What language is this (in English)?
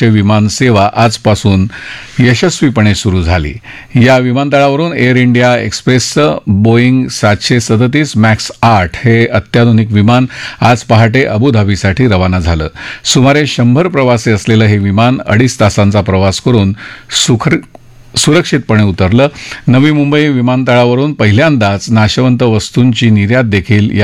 Marathi